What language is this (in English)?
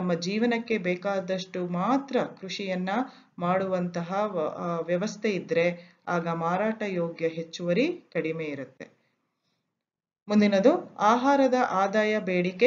Kannada